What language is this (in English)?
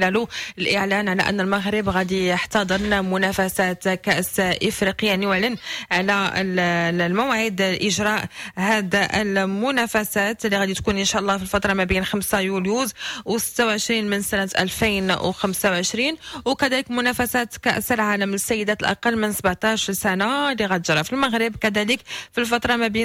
Moroccan Arabic